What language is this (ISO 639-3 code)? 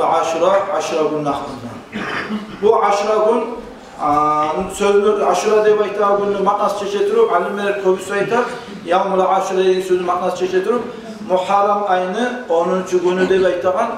kum